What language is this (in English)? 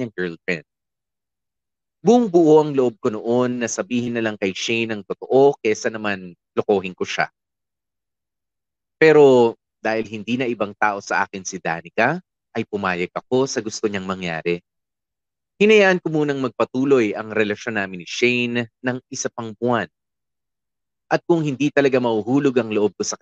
Filipino